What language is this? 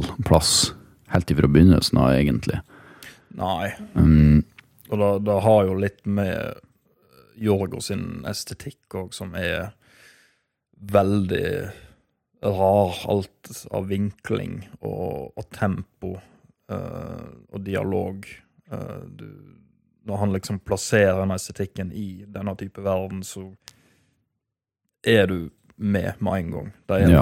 Norwegian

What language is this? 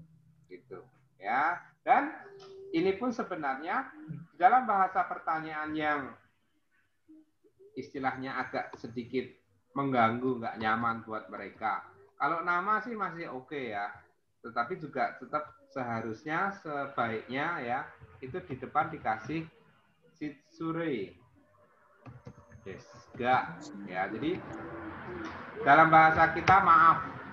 Indonesian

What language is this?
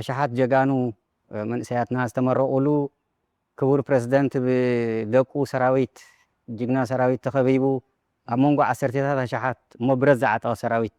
Tigrinya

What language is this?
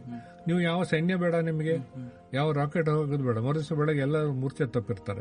Kannada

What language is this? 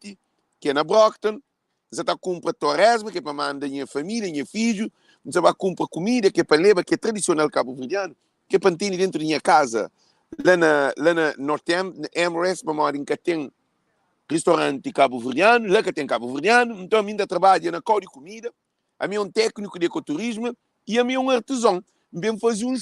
Kabuverdianu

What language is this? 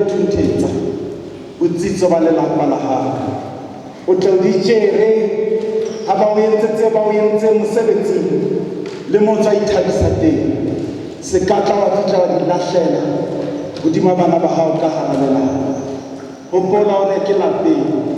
Southern Sotho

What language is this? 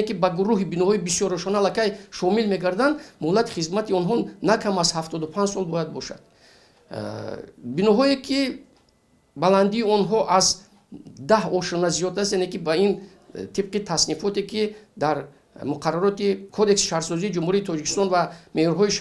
Tajik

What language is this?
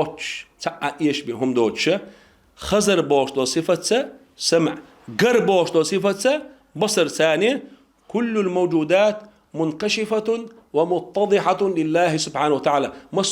Chechen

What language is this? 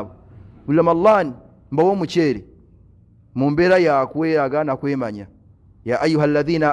Ganda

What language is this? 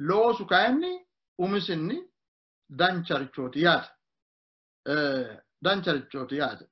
Sidamo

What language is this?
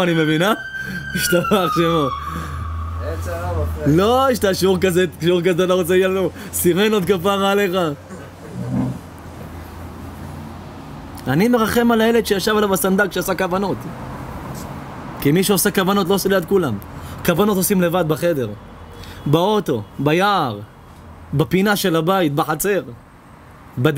Hebrew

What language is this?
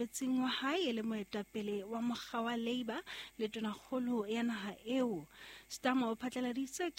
Southern Sotho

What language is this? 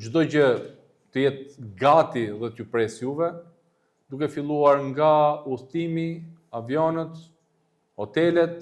Albanian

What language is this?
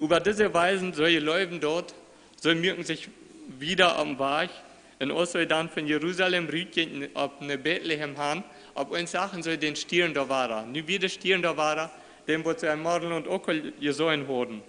Plautdietsch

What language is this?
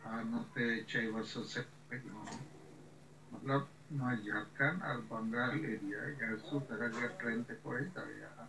Santali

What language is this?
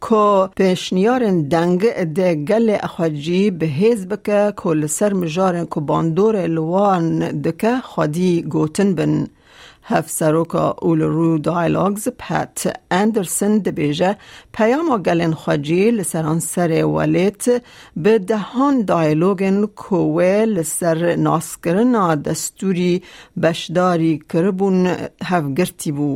Kurdish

